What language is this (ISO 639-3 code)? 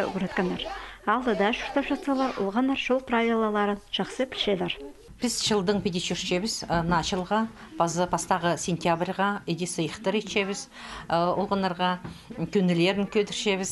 kjh